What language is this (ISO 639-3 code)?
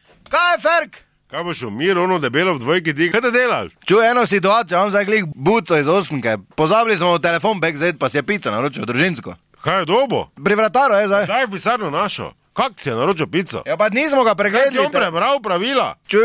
slv